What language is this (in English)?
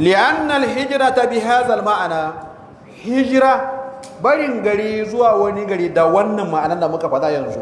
Hausa